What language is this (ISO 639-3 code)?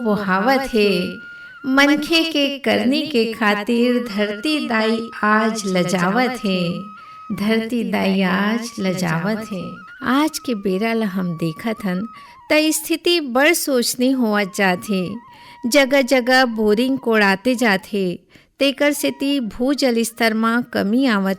hne